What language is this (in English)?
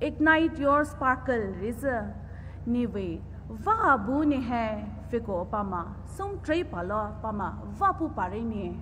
Poumei Naga